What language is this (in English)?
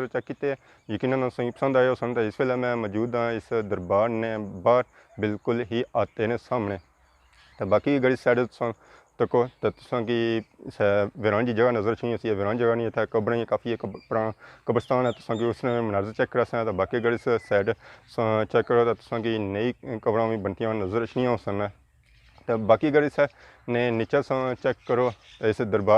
Pahari-Potwari